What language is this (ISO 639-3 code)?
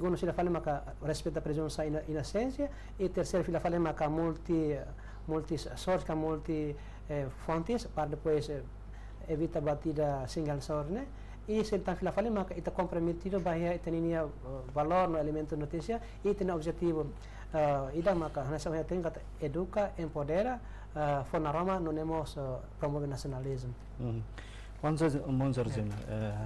tet